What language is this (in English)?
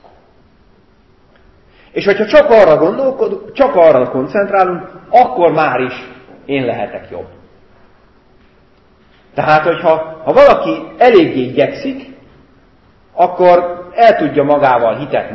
Hungarian